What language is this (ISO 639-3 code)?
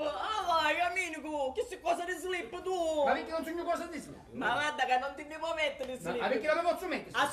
scn